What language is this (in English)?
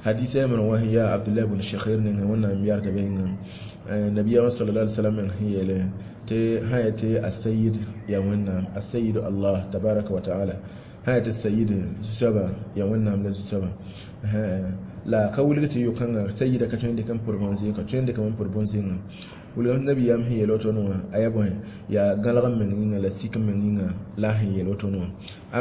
Mossi